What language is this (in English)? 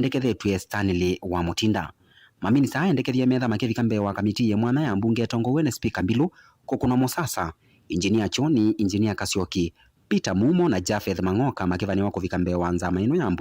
Kamba